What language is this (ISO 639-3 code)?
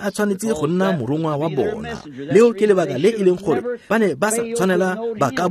tsn